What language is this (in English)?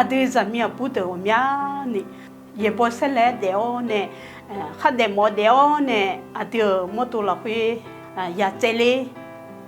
Akha